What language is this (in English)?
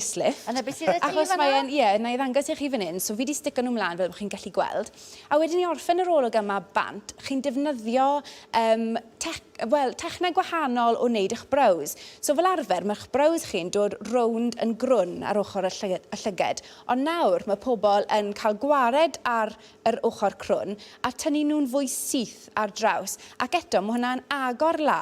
Welsh